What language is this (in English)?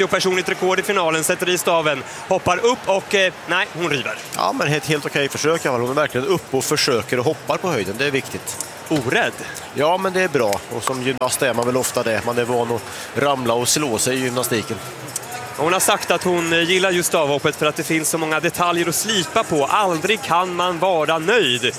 Swedish